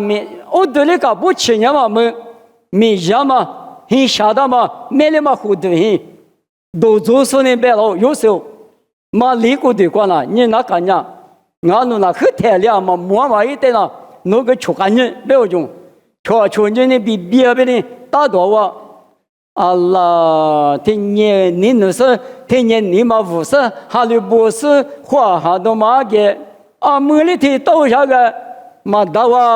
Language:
Lisu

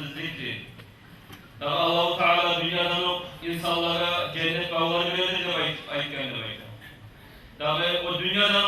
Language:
Kumyk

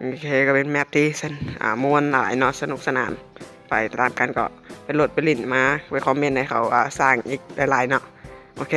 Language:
Lao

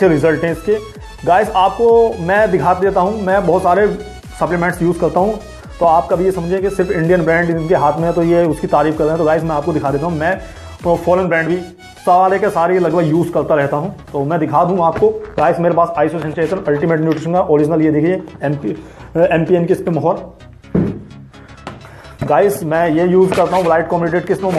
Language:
Hindi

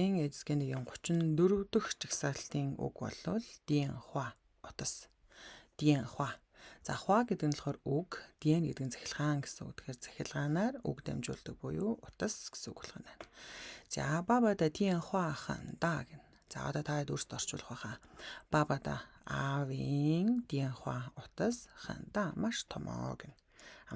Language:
Mongolian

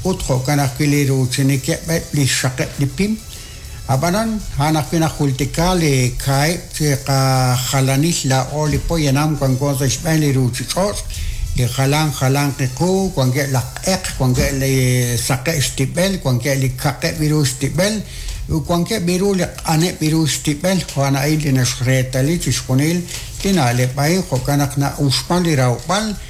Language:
Kekchí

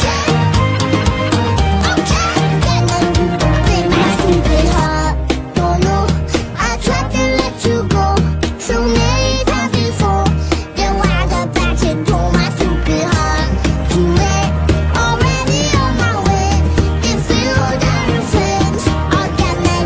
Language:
English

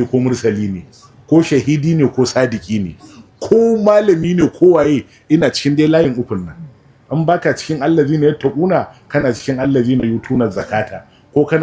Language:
Hausa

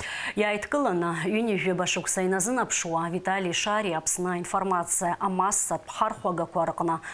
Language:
Abkhazian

